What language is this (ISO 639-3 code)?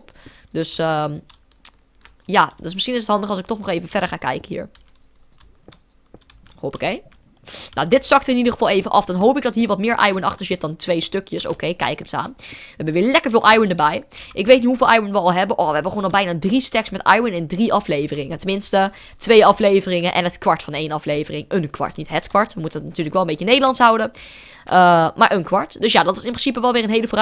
nld